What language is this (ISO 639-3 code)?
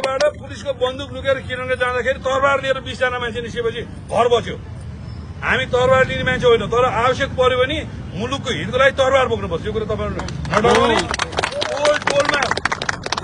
nep